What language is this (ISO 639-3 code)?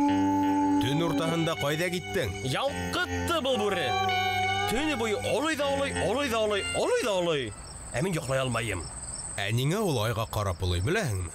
bak